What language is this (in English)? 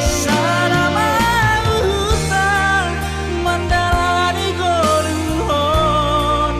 Batak Simalungun